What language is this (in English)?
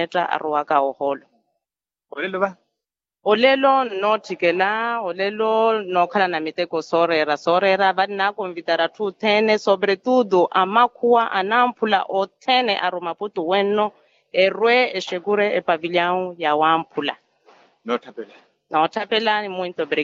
Makhuwa